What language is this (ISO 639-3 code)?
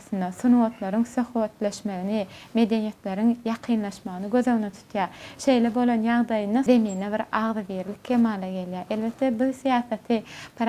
tuk